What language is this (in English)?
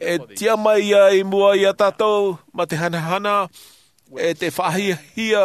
Tahitian